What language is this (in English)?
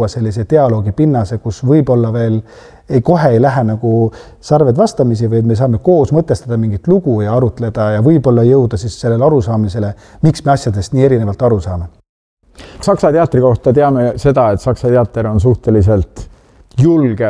Estonian